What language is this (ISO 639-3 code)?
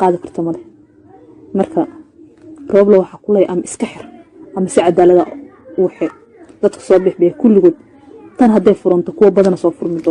som